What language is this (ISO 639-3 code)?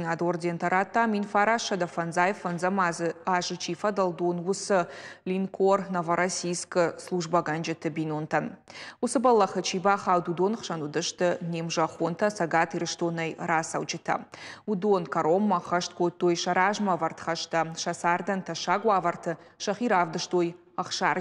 oss